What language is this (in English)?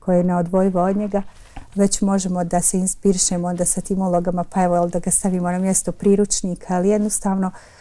Bosnian